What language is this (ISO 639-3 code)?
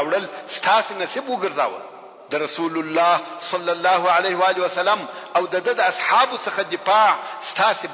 pus